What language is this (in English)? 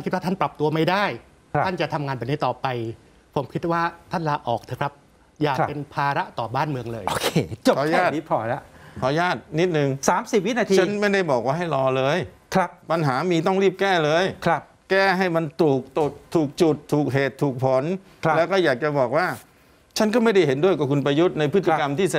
Thai